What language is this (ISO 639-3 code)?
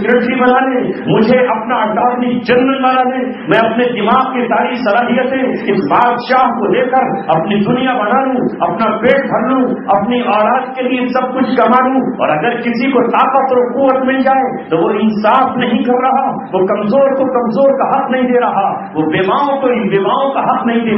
urd